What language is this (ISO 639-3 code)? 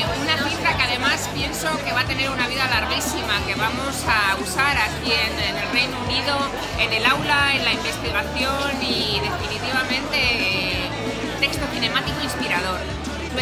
spa